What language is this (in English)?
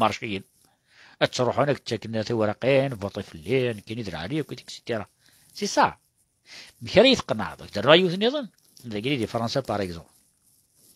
Kabyle